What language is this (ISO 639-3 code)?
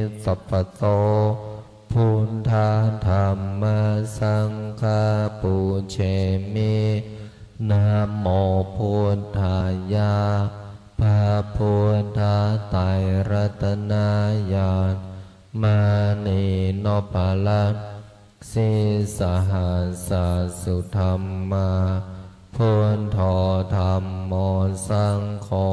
pli